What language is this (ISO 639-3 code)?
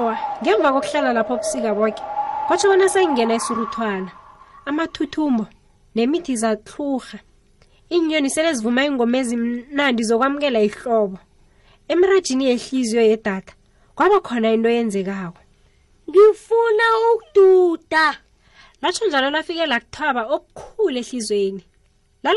nbl